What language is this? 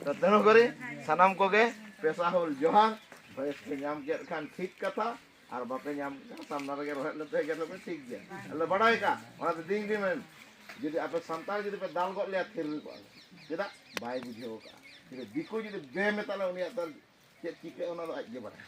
Santali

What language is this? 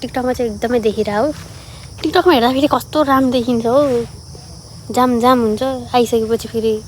Nepali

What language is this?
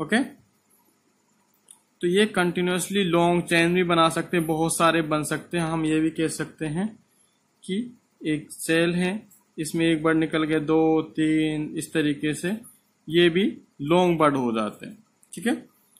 Hindi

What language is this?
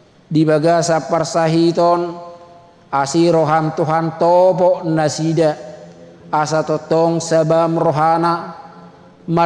Batak Toba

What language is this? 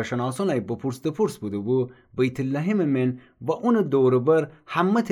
Gilaki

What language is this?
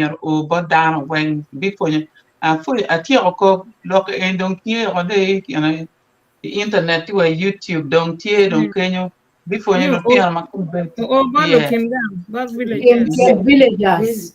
Acoli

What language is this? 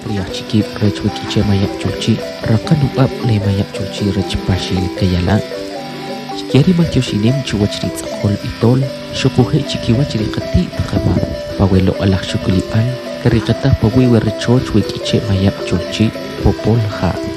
Kʼicheʼ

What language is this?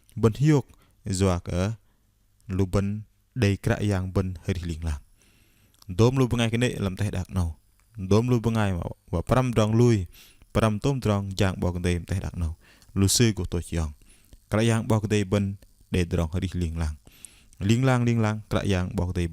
Bahnar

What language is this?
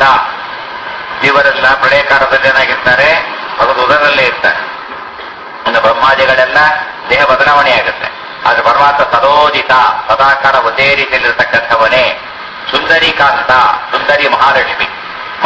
Kannada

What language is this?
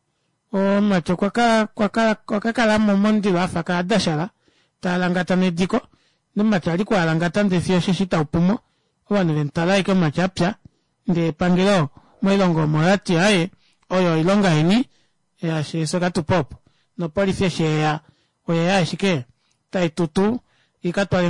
Kuanyama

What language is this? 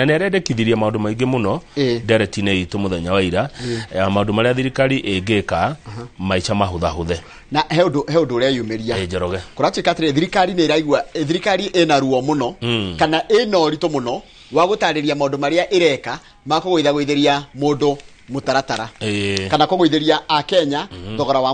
Kikuyu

